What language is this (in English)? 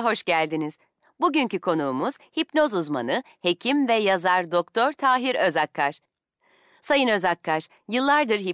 Turkish